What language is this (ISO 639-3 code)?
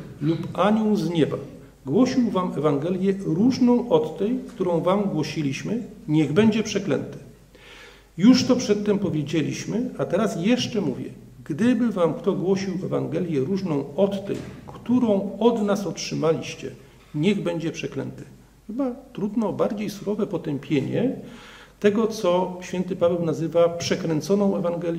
pol